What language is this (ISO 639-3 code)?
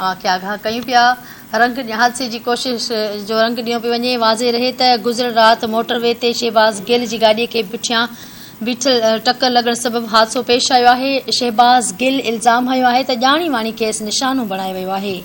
snd